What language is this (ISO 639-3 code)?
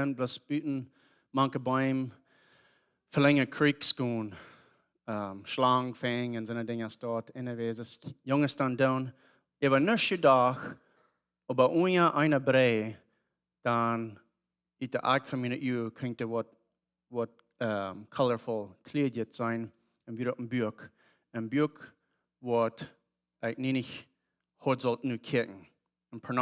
pdt